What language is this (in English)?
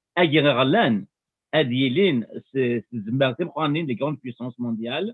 Kabyle